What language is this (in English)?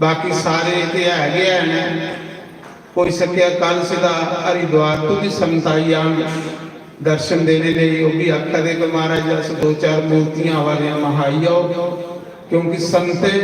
Dogri